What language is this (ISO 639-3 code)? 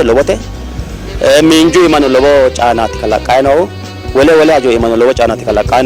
sid